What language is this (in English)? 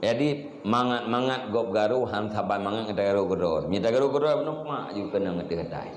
Achinese